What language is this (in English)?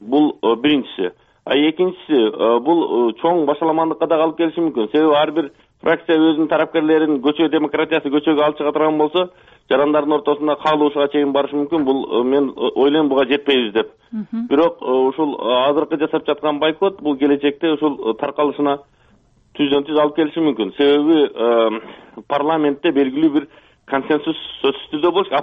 Kyrgyz